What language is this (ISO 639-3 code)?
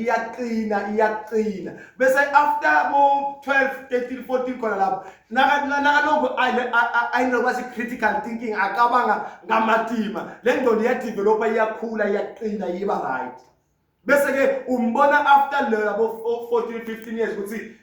zul